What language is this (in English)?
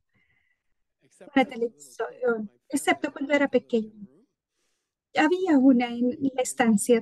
Spanish